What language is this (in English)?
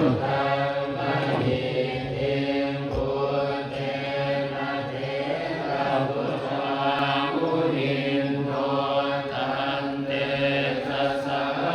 Pali